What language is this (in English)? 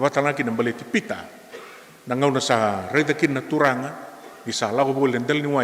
Fijian